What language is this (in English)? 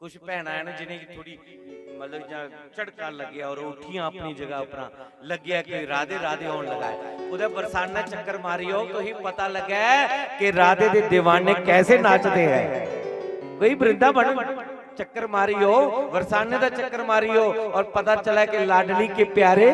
Dogri